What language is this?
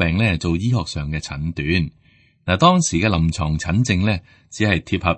Cantonese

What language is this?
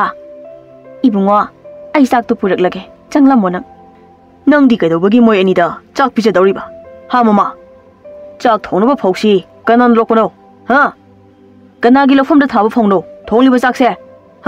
Manipuri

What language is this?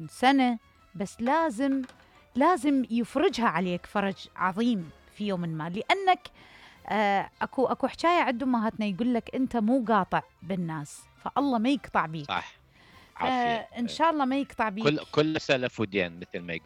Mesopotamian Arabic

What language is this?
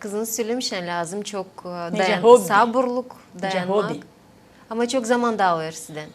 Gagauz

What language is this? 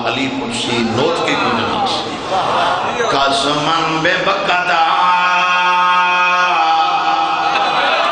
Urdu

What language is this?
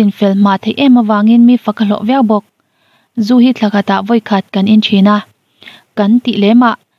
Mizo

